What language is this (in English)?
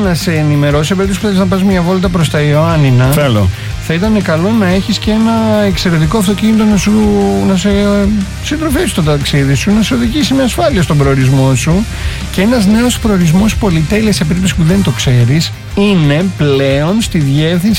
Greek